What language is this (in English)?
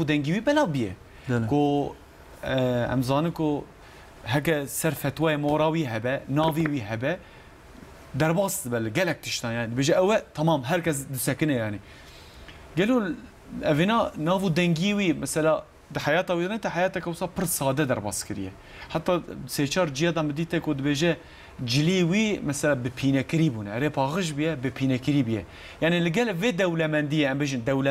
Kurdish